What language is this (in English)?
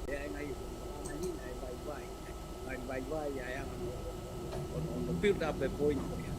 Tongan